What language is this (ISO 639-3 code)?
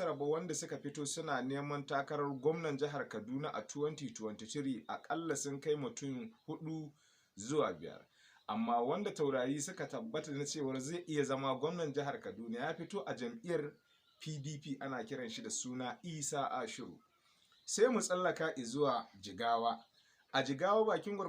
hau